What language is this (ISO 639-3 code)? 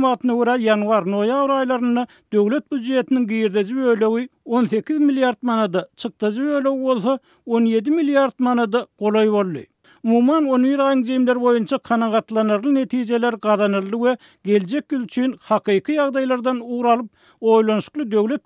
tuk